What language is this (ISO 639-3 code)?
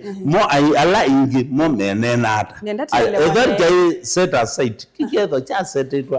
kam